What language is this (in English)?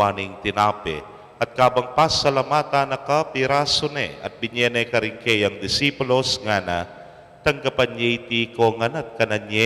Pampanga